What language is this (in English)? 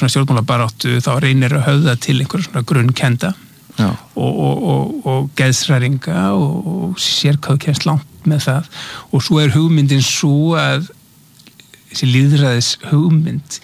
Icelandic